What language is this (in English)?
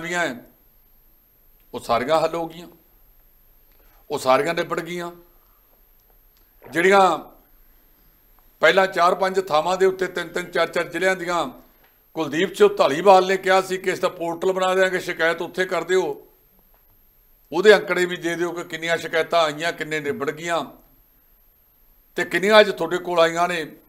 Punjabi